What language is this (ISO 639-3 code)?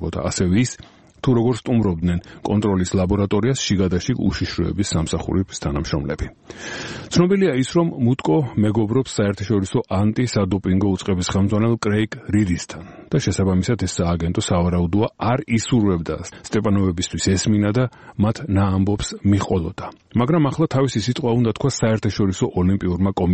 kat